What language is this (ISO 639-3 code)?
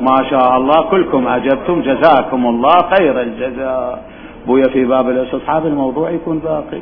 acm